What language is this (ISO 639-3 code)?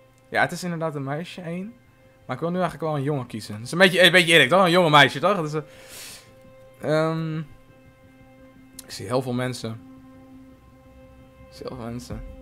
nld